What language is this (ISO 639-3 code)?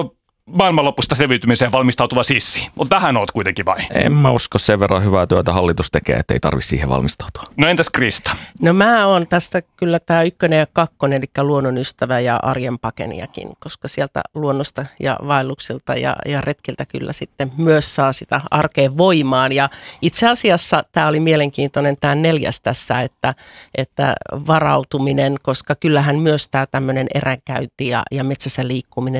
fin